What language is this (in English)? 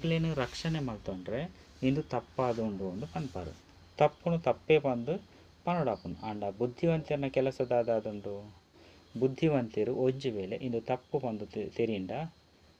Tulu